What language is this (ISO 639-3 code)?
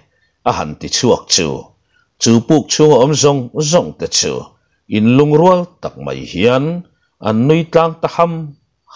lus